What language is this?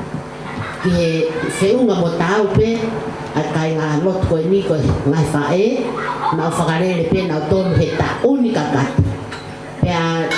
Tongan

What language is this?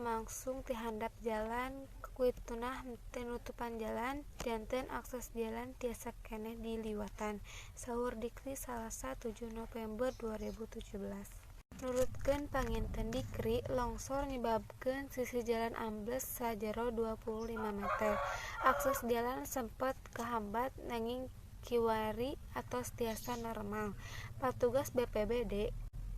Sundanese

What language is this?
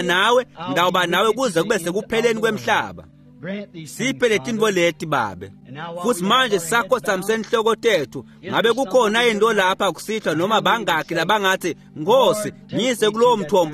Swati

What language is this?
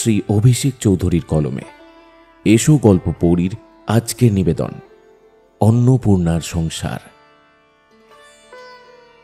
Bangla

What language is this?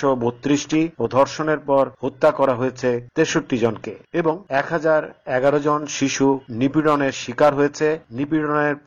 Bangla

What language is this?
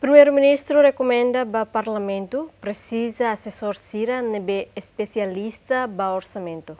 Tetum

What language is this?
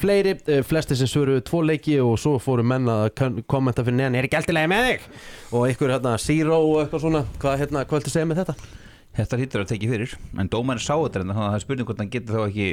Icelandic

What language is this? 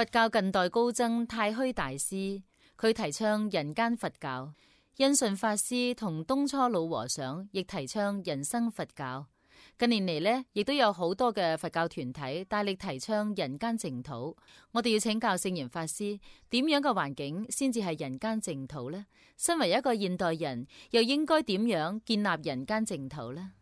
Cantonese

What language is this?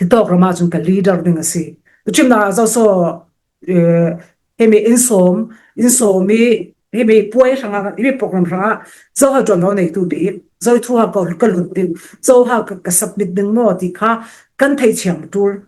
Falam Chin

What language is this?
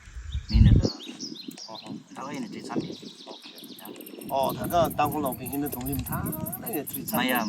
Tangkhul Naga (India)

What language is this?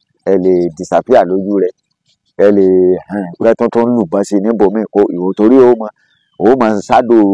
Yoruba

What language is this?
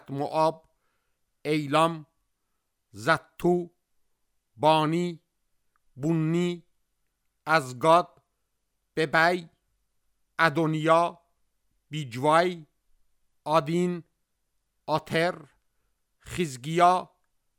Azerbaijani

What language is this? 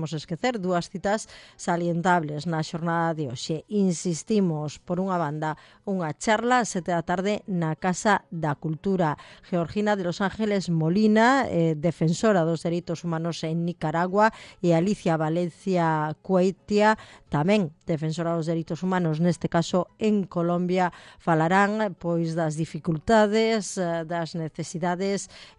Galician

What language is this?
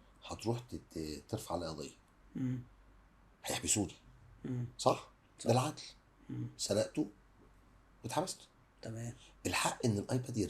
Egyptian Arabic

